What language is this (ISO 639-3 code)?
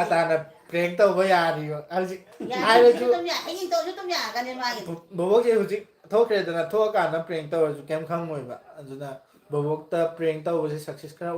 mni